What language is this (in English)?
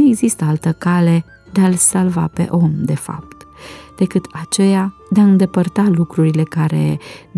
Romanian